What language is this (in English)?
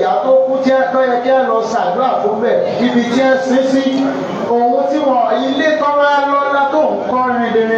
Yoruba